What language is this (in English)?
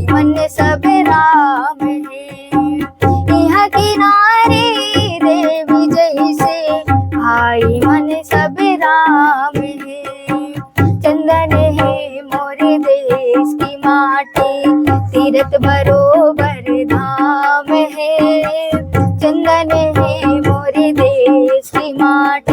Chhattisgarhi